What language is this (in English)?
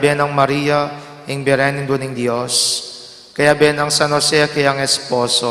Pampanga